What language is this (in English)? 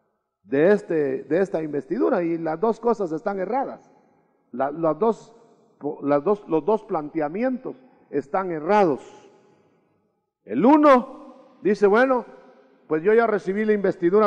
Spanish